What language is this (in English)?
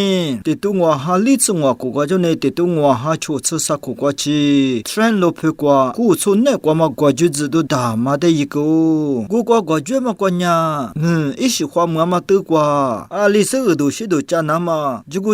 Lisu